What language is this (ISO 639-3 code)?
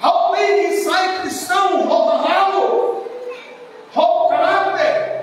tet